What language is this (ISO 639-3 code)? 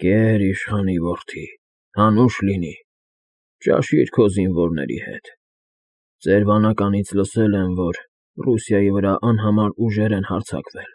hye